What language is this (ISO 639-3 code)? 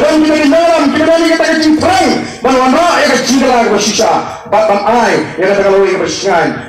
kha